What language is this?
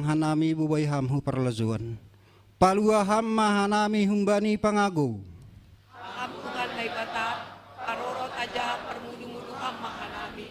Batak Simalungun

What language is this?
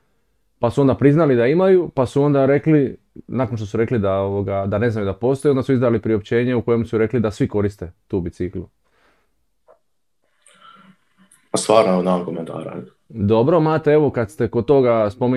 Croatian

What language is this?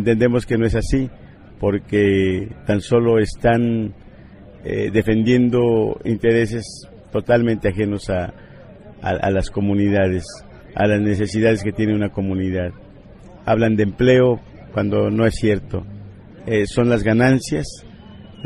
Spanish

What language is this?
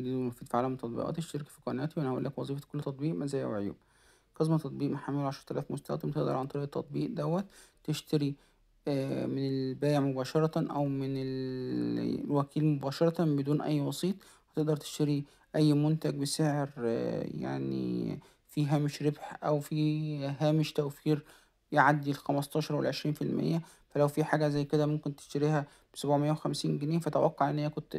Egyptian Arabic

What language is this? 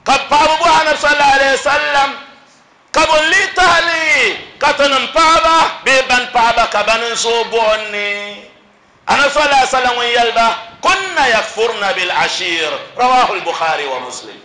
Dagbani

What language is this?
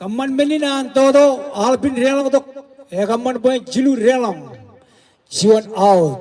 Marshallese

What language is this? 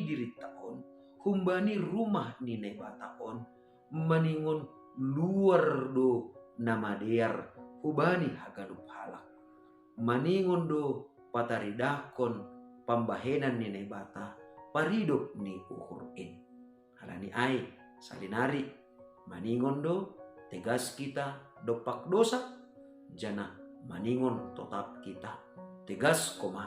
Batak Simalungun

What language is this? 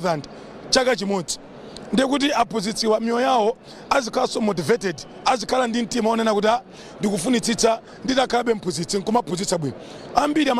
Nyanja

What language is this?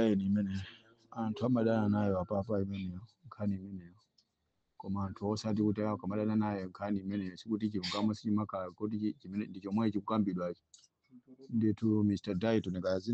Nyanja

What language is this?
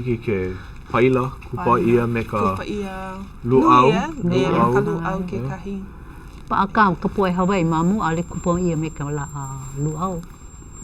Hawaiian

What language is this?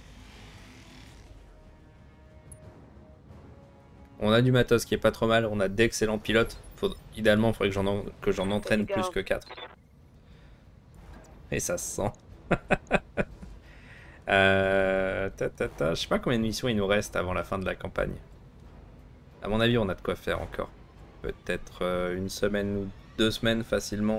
French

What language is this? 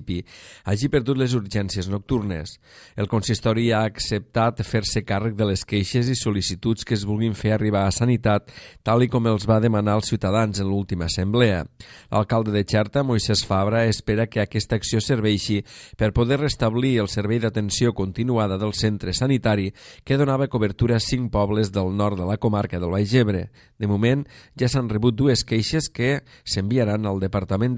Catalan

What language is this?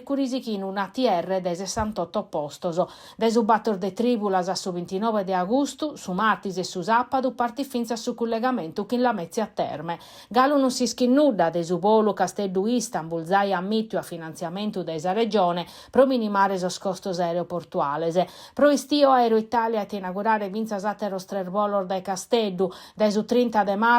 Sardinian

